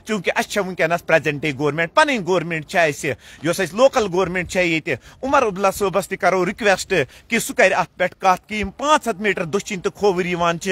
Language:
Kashmiri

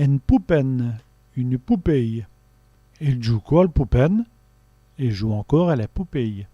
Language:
Walloon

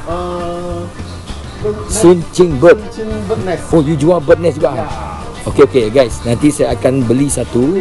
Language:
Malay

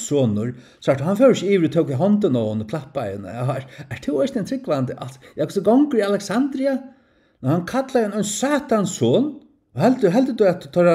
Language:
Faroese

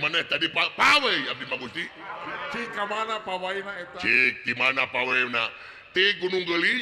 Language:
Sundanese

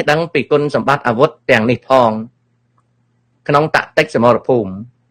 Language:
Khmer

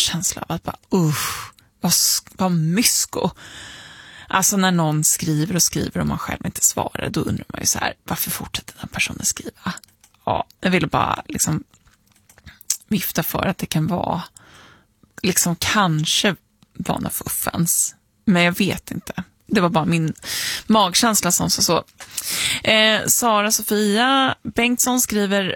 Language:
Swedish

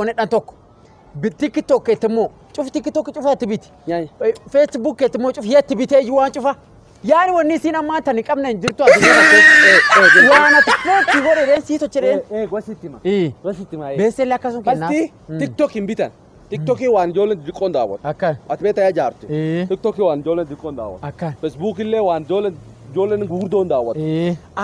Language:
Oromo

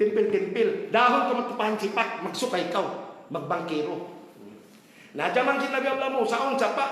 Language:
Tausug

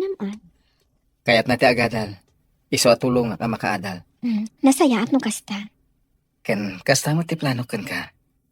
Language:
Iloko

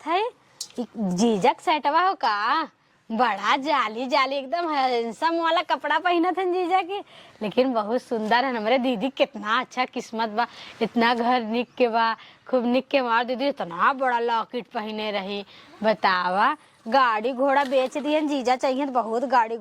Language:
Awadhi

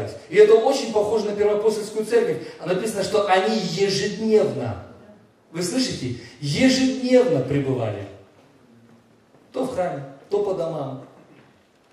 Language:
Russian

